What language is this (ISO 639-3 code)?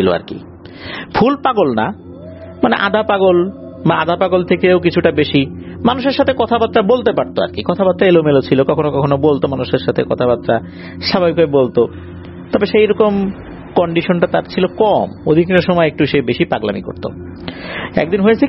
ben